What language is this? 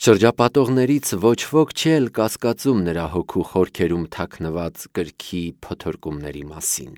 Armenian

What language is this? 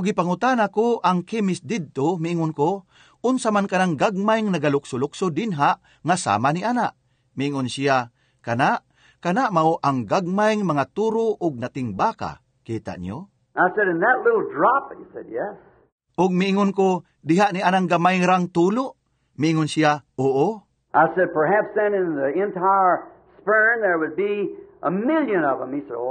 Cebuano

